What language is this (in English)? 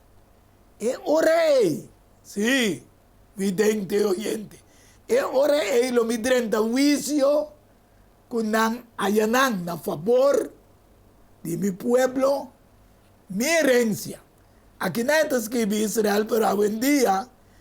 Papiamento